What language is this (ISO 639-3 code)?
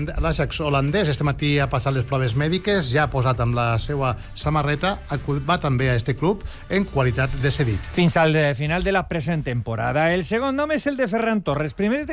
cat